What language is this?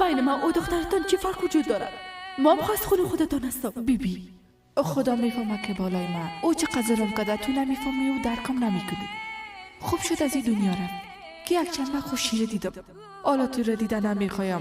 Persian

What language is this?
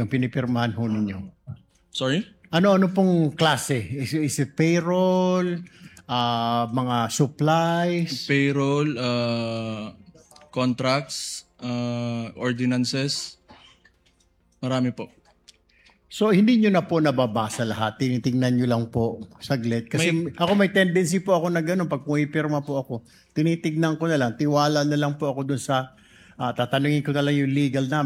Filipino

